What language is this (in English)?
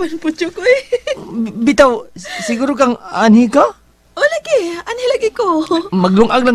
Cebuano